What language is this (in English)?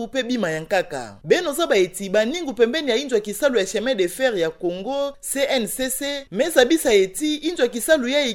Kituba (Democratic Republic of Congo)